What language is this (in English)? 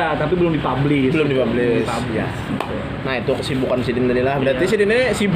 Banjar